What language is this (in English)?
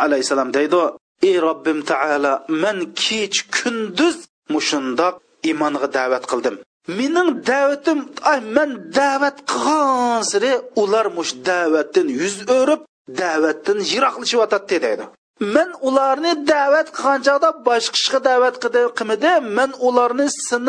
Uyghur